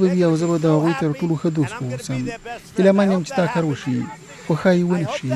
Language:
Pashto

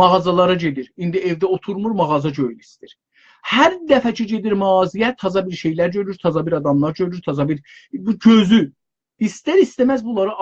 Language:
South Azerbaijani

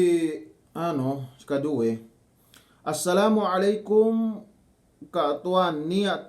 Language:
Yakan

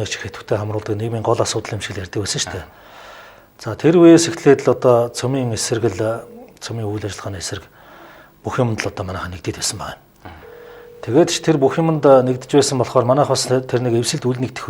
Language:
Mongolian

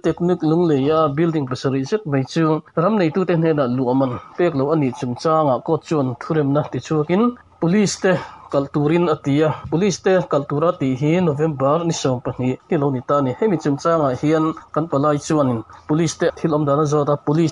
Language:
Mizo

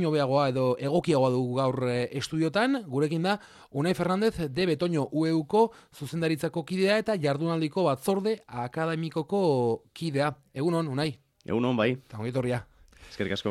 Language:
Basque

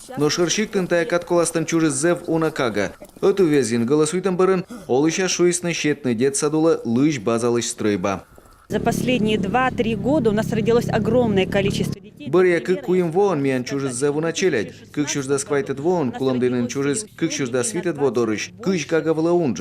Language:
Komi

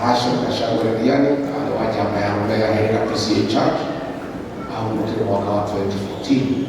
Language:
Kikuyu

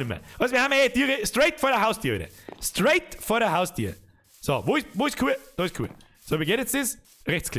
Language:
Bavarian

